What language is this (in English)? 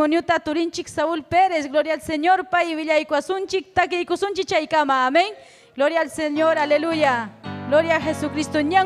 Ayacucho Quechua